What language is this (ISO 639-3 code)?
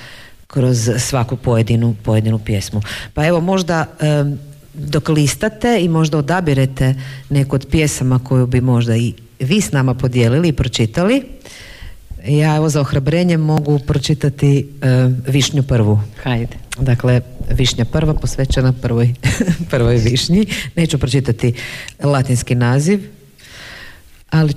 hrv